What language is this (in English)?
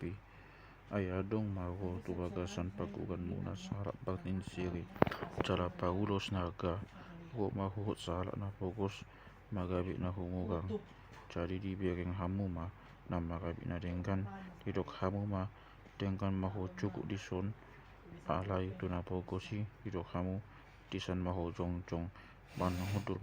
Batak Toba